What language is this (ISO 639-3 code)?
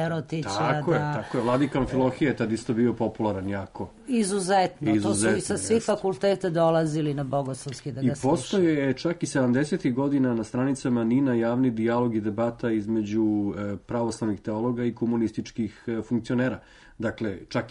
srp